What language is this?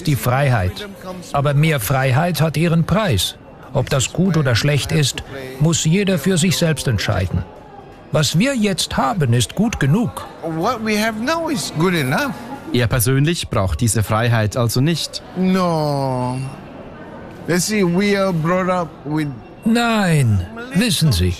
German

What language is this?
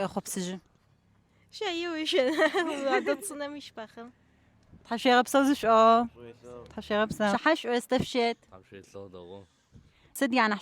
Adyghe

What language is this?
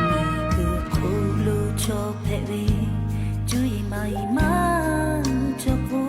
Lahu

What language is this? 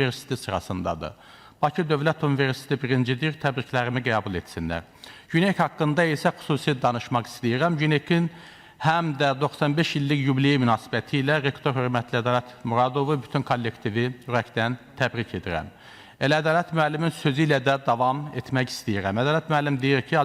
Azerbaijani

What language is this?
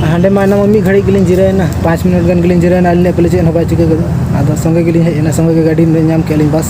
Santali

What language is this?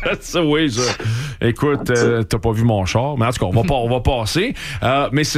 French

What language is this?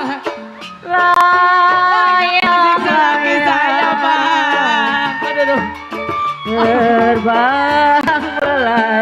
Betawi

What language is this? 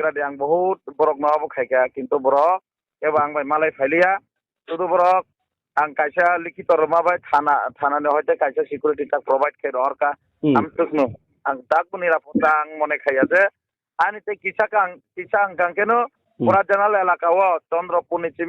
Kok Borok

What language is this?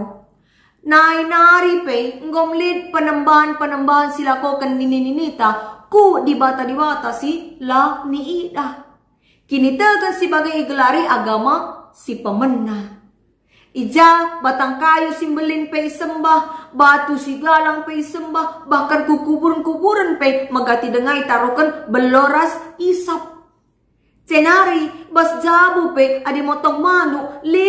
Batak Karo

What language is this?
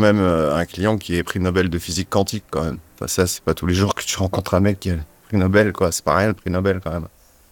French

